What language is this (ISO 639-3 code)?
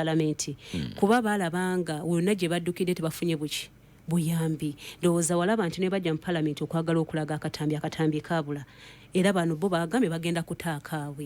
lug